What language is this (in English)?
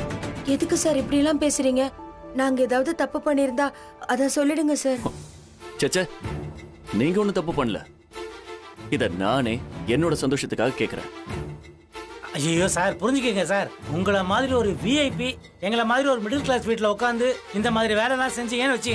Tamil